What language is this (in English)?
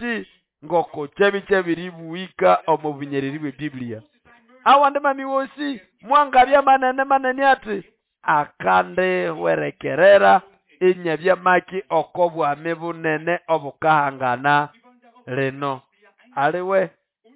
Nande